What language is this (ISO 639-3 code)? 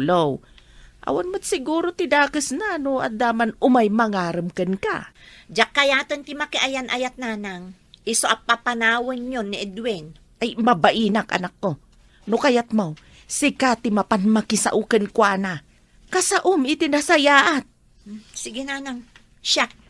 ilo